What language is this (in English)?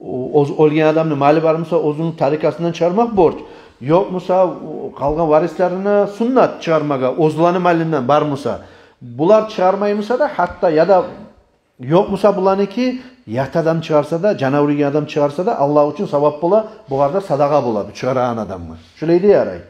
Kumyk